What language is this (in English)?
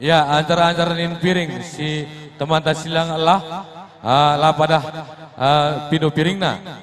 Batak Karo